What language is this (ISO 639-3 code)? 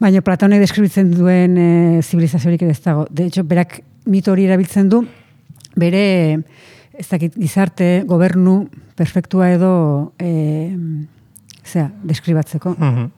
eus